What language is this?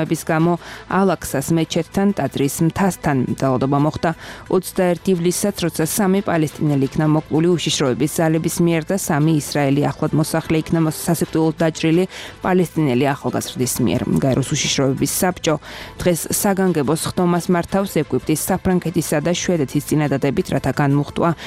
Georgian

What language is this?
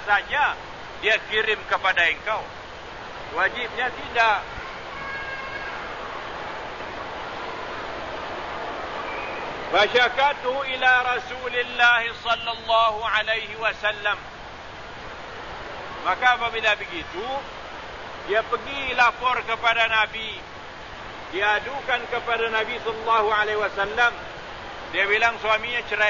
Malay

